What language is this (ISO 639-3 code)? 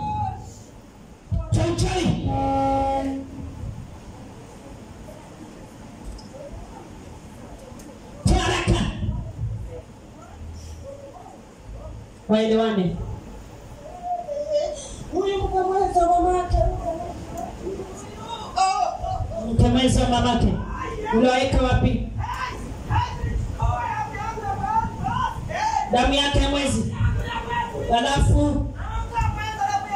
swa